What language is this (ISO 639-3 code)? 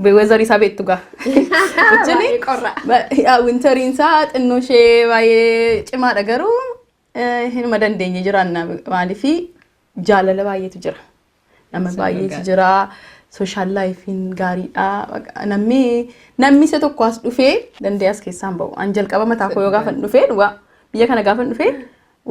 orm